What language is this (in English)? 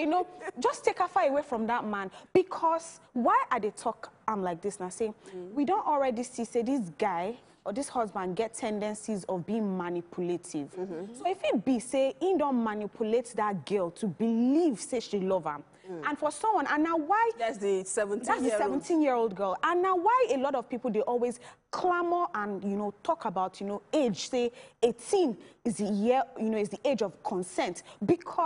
Nigerian Pidgin